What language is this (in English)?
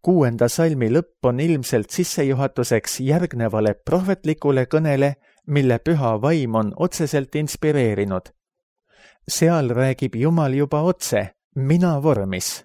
Estonian